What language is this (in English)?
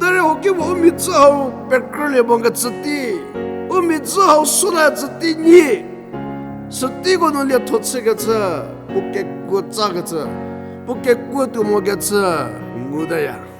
Angami Naga